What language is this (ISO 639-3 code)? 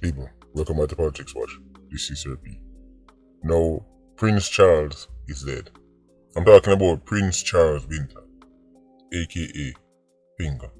jam